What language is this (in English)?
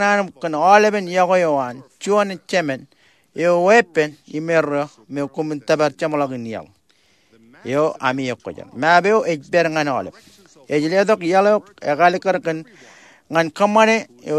Marshallese